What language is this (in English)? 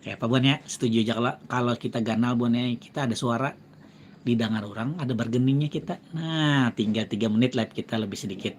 Banjar